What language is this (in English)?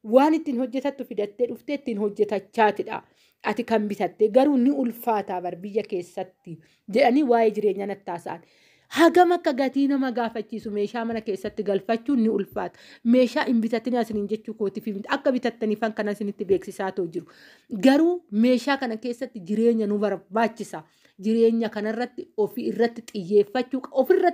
Oromo